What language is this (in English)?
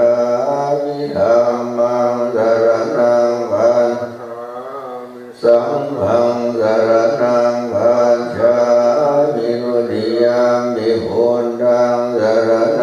Pali